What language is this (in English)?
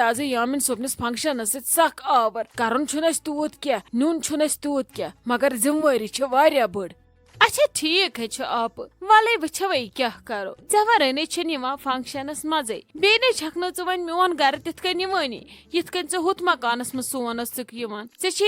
Kashmiri